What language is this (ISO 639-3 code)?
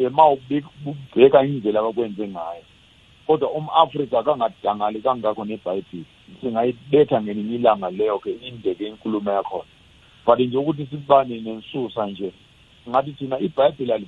nbl